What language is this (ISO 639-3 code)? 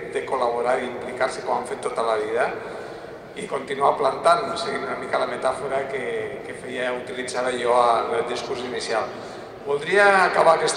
cat